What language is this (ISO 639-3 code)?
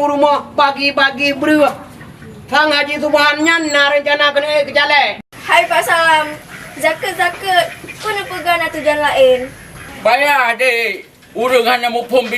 ace